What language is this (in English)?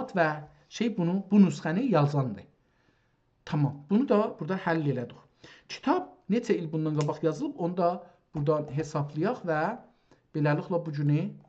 South Azerbaijani